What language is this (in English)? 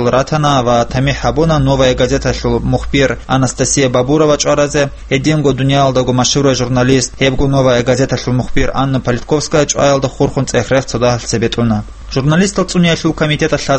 Avaric